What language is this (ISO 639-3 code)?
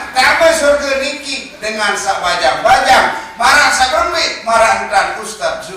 sas